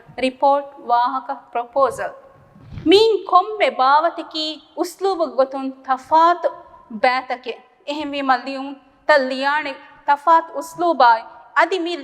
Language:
Divehi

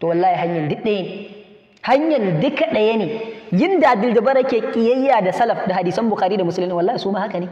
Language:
Hausa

